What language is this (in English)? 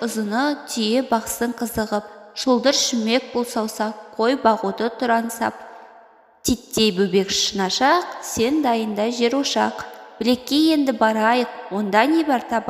Kazakh